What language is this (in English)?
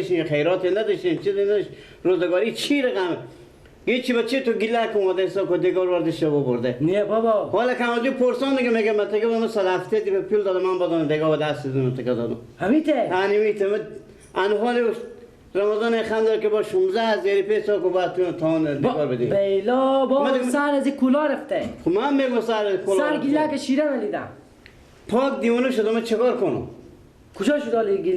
Persian